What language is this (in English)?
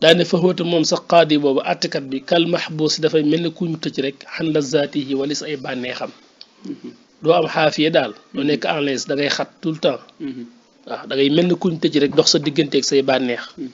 Wolof